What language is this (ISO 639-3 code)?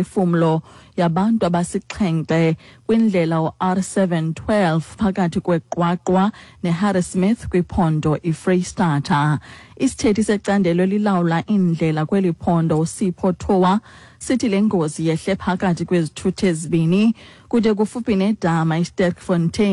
xho